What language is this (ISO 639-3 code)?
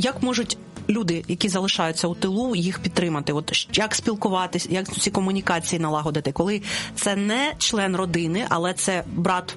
ukr